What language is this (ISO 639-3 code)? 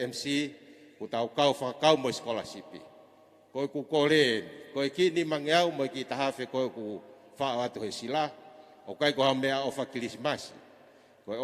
ton